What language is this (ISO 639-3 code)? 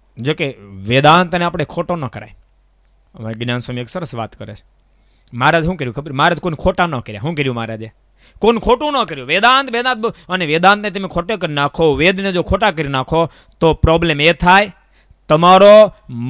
guj